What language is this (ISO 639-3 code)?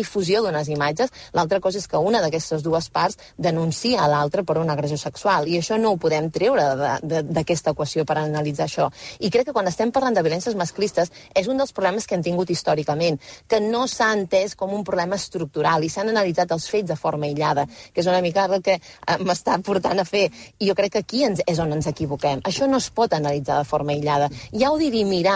cat